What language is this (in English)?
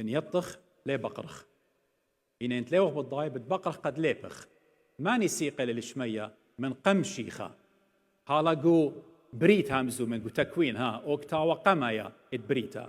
Assyrian Neo-Aramaic